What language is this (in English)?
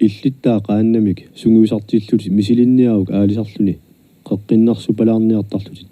Kalaallisut